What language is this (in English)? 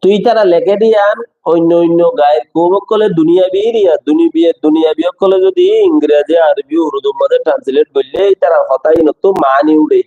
Rohingya